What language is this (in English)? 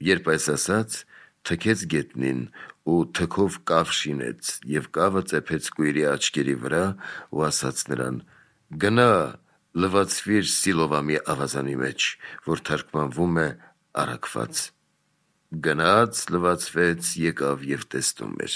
Armenian